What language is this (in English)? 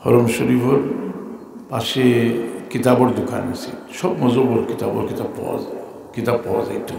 Sylheti